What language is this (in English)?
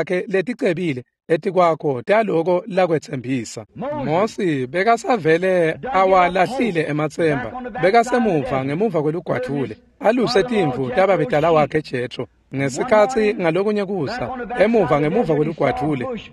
Swati